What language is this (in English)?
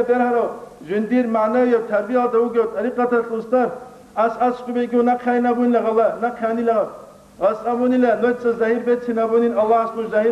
Avaric